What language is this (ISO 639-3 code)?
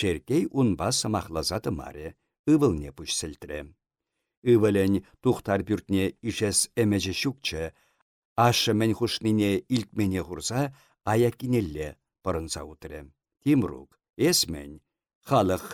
chv